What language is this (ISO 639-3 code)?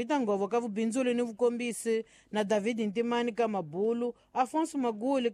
tso